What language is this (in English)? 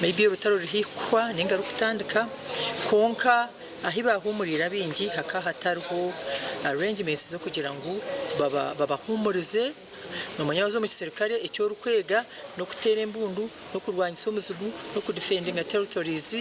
Nyankole